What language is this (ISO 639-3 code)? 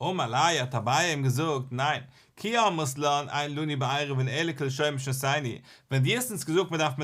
yid